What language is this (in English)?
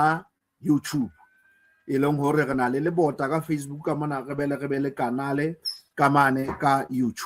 Southern Sotho